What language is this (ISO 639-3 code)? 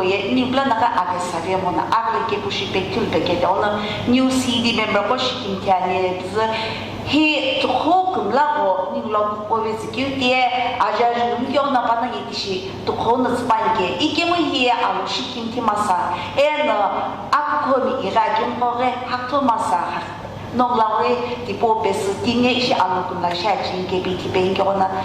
nsm